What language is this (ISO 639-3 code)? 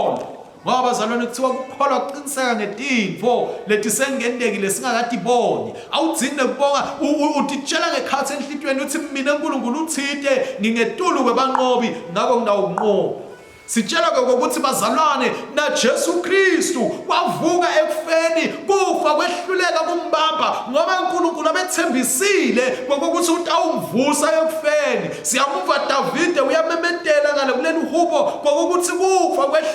ssw